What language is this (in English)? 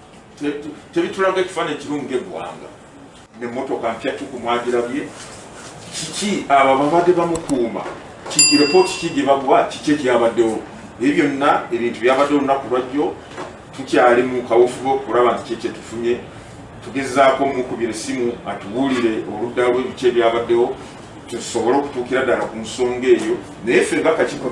Ganda